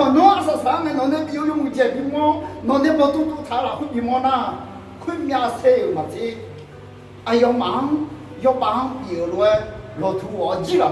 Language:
Akha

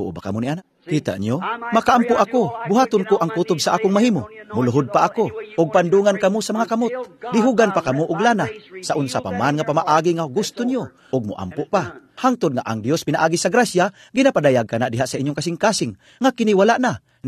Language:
Cebuano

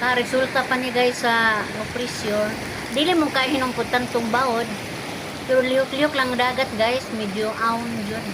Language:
Cebuano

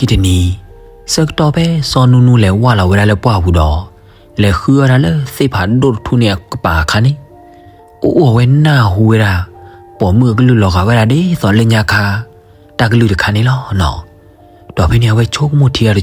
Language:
S'gaw Karen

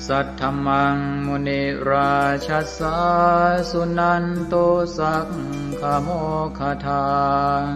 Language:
Pali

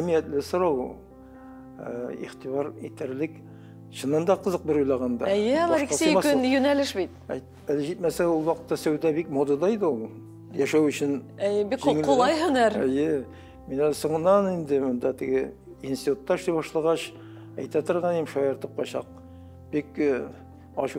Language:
Tatar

